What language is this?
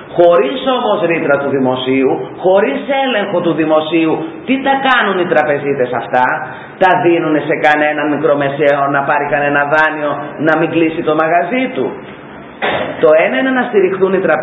Greek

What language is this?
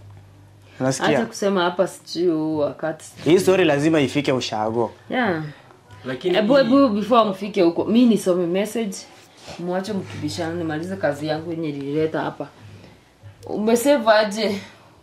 Swahili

